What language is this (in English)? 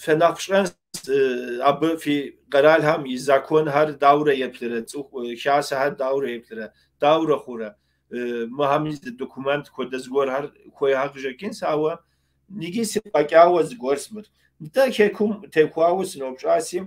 Kabardian